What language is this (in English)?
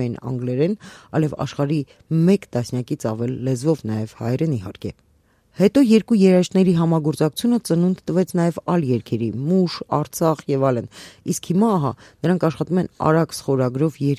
Armenian